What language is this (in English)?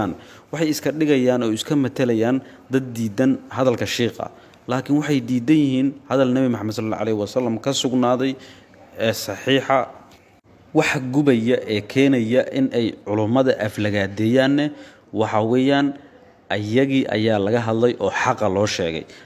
Somali